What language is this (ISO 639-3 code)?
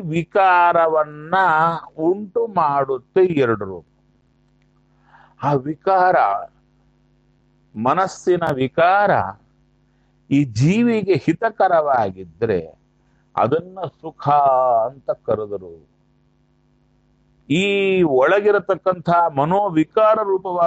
kan